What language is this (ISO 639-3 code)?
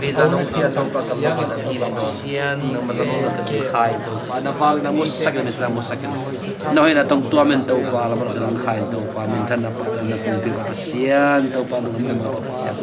ctd